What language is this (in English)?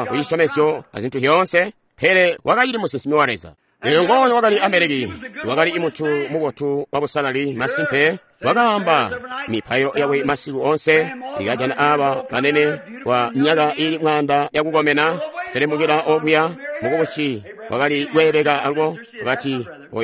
Tonga (Zambia)